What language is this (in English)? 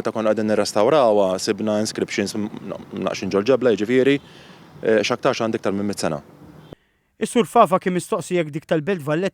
Maltese